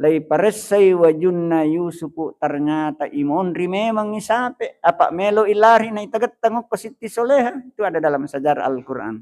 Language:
Buginese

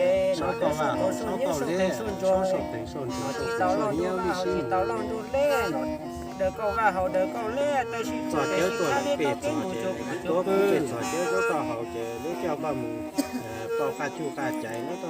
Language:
Hmong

